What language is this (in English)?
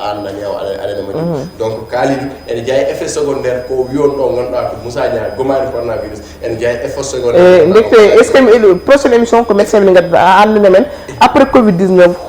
Fula